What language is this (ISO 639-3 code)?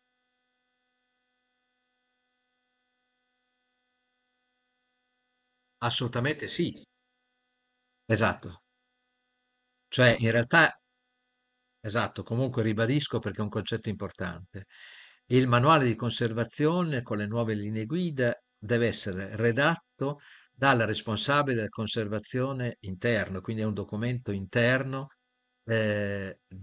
ita